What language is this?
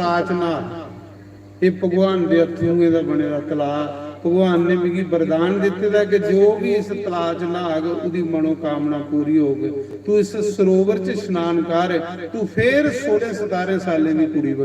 Dogri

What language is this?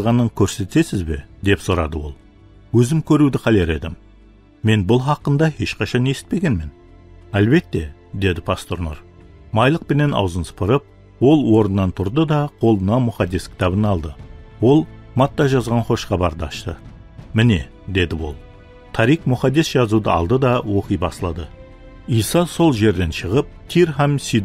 Kara-Kalpak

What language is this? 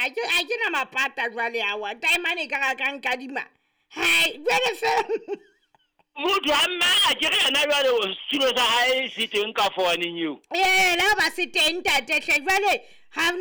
Southern Sotho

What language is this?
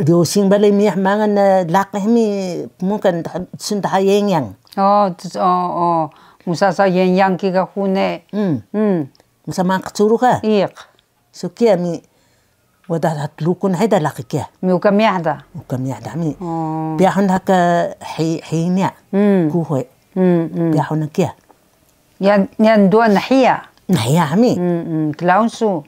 Taroko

